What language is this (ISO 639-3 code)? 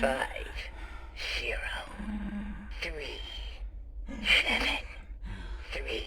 bar